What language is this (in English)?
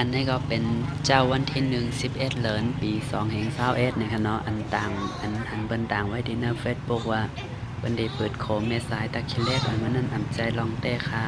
Shan